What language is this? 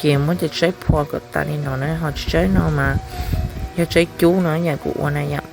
Hmong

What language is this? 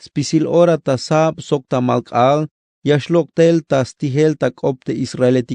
Tzeltal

